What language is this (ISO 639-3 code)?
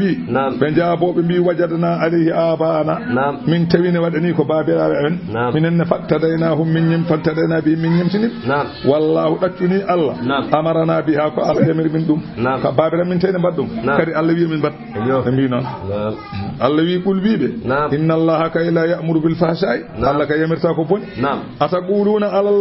ful